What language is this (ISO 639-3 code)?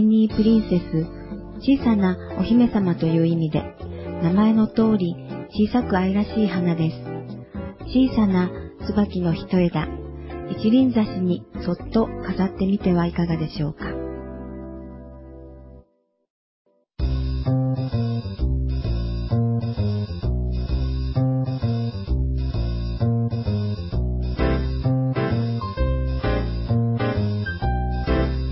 jpn